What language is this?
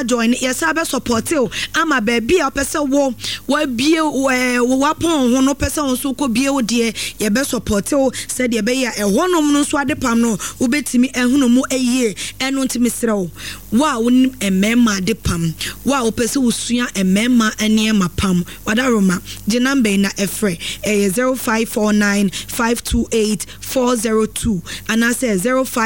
Akan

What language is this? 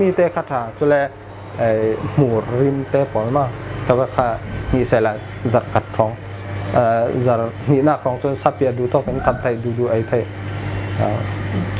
Falam Chin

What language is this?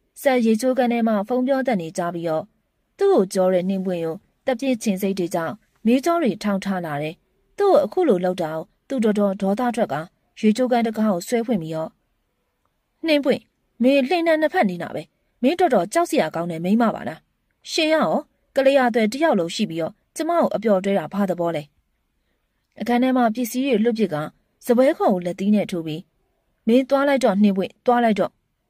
Burmese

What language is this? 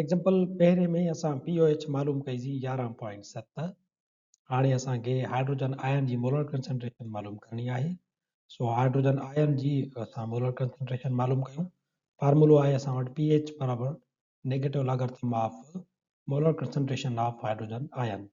Sindhi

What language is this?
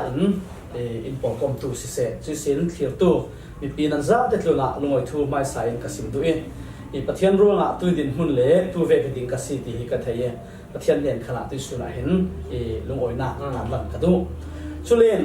Falam Chin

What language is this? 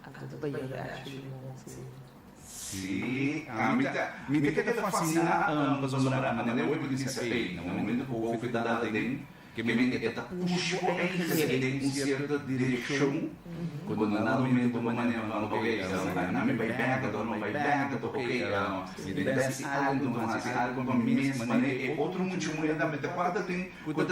Papiamento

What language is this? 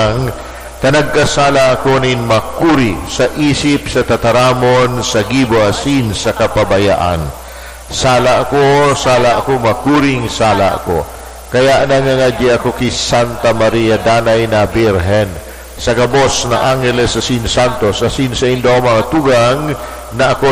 Bikol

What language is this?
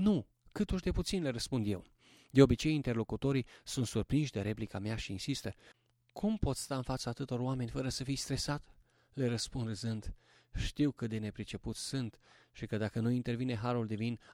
Romanian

